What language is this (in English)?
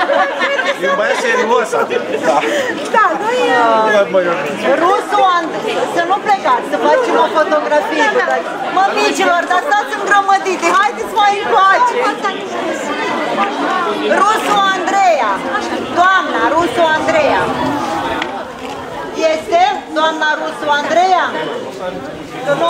Romanian